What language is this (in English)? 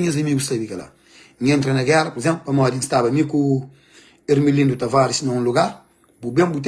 Kabuverdianu